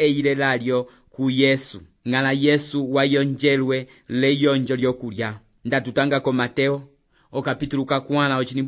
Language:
Umbundu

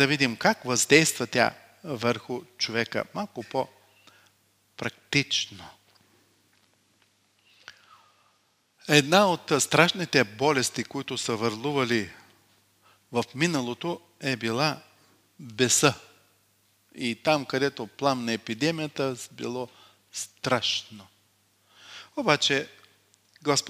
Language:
Bulgarian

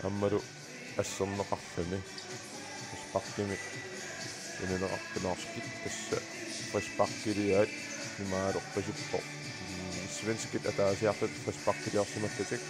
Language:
Kalaallisut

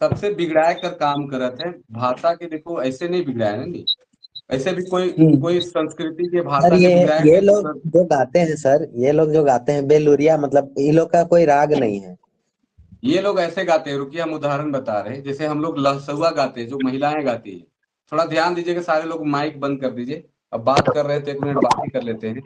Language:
Sadri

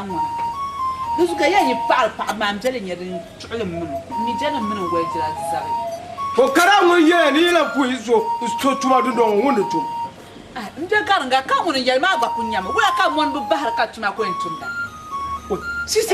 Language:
Dagbani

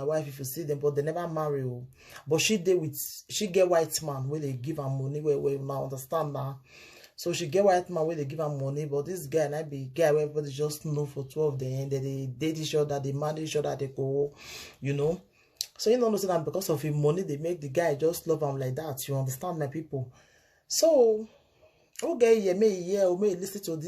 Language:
Nigerian Pidgin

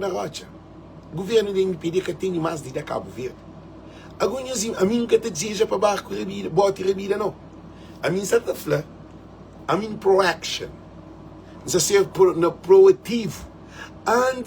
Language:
Kabuverdianu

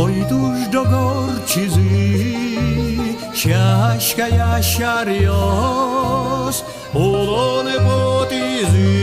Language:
Udmurt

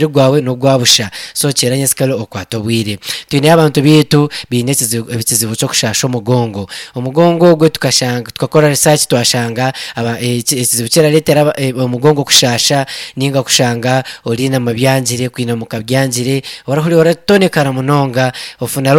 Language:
Nyankole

